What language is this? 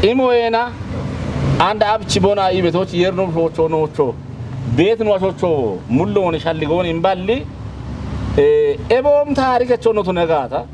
Kafa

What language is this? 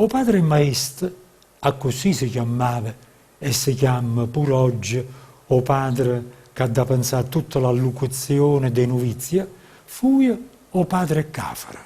Neapolitan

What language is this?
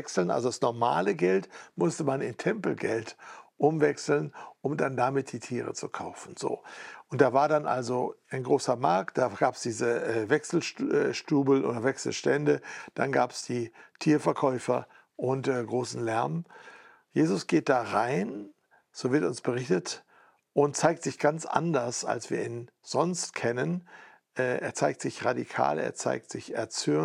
German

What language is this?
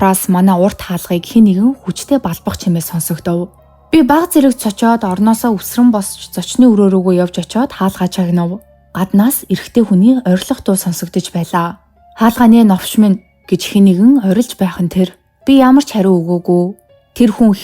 Mongolian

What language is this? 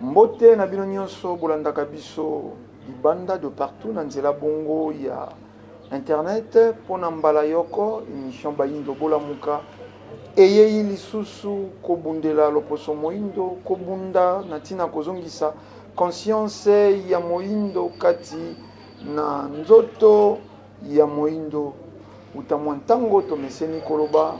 Lingala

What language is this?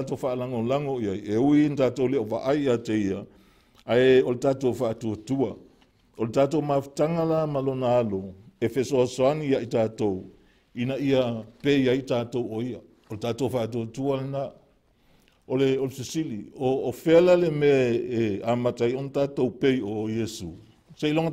Samoan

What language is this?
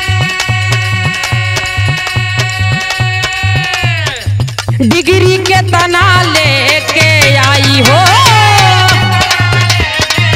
Bhojpuri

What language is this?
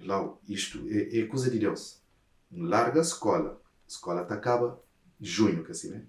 Kabuverdianu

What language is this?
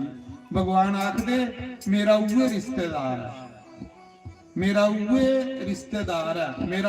Dogri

